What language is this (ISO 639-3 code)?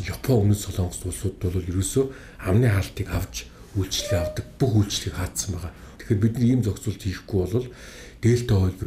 mon